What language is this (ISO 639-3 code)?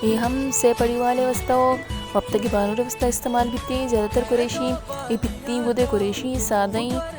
bal